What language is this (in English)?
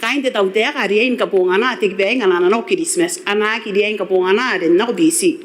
Gilbertese